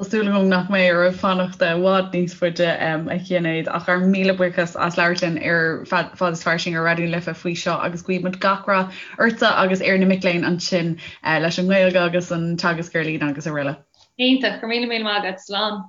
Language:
Irish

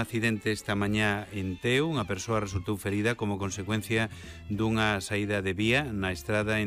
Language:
Galician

